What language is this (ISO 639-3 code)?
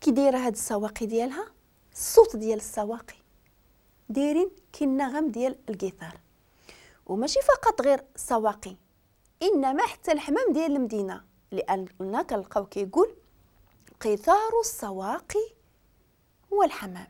ary